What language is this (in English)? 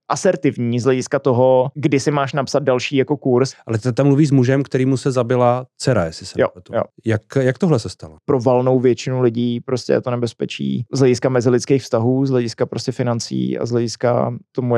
Czech